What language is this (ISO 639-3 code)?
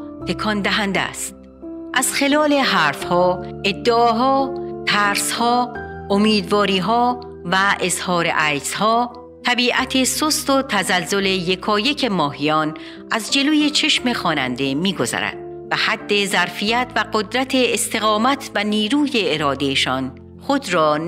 fas